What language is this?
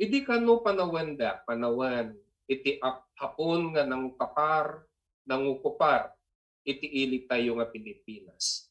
Iloko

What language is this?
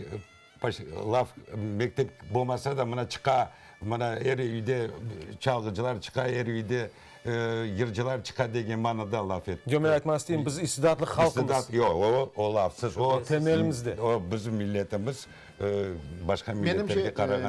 Crimean Tatar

